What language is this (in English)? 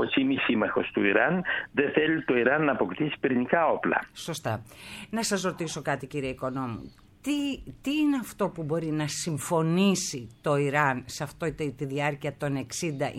Greek